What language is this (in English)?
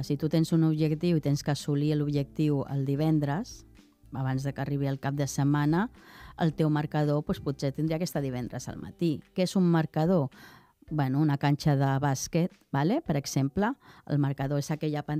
Catalan